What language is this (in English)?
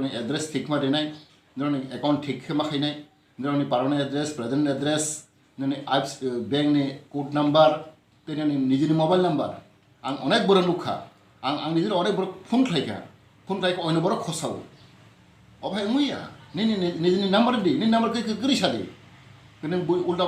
Kok Borok